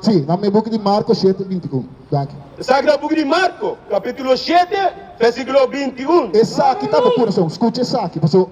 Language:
Papiamento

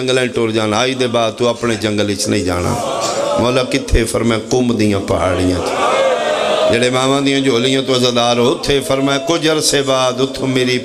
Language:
Pahari-Potwari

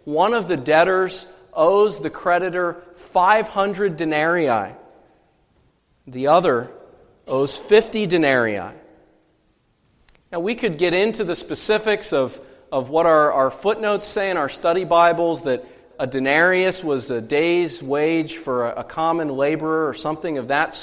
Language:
English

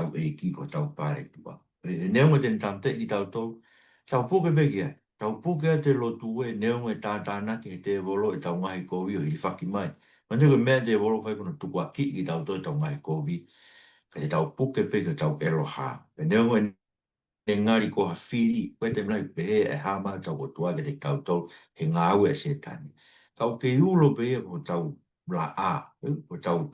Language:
Tongan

